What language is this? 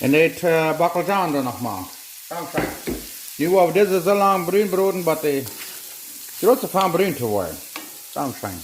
Plautdietsch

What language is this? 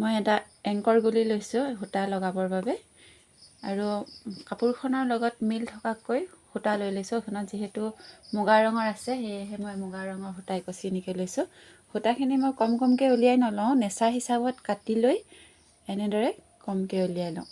Assamese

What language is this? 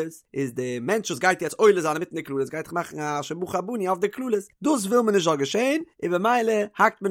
Yiddish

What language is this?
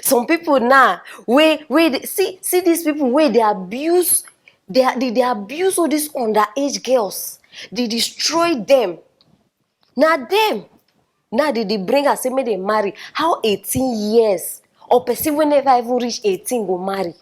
Nigerian Pidgin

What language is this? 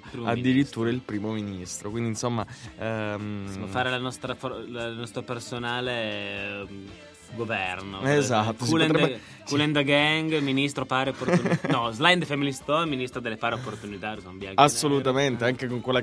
Italian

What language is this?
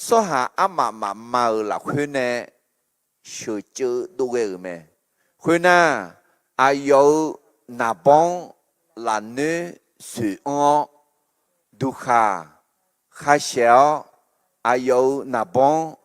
Akha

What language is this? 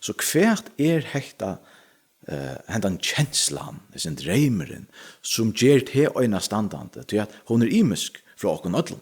Faroese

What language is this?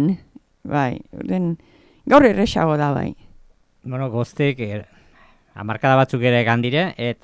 Basque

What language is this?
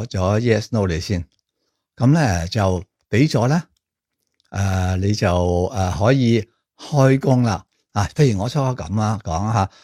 Cantonese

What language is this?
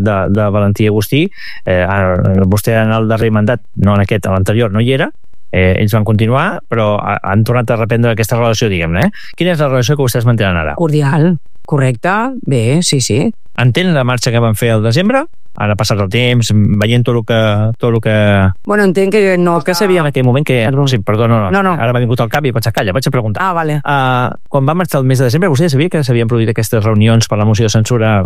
Catalan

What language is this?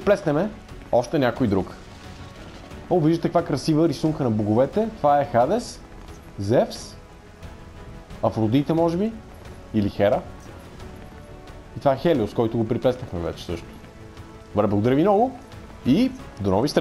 Bulgarian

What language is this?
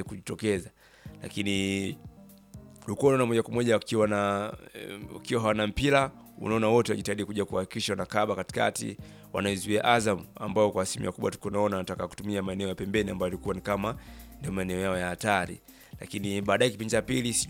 Swahili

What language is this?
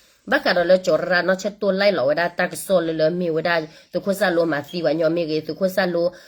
S'gaw Karen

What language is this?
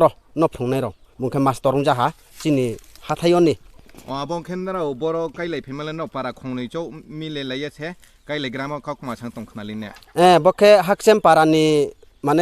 Riang (India)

